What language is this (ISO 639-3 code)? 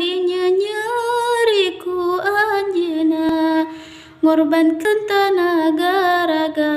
sun